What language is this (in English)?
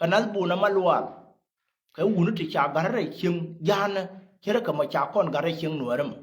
Nuer